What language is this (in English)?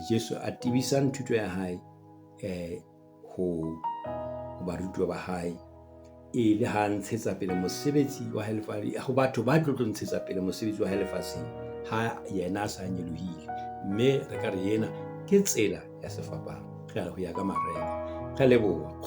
Southern Sotho